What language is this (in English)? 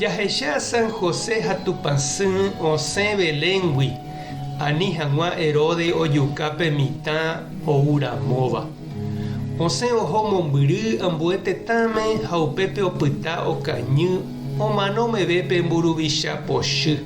Guarani